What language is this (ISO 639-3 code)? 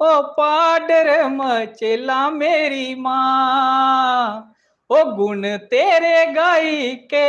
doi